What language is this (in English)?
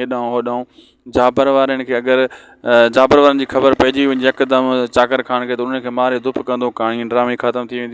Sindhi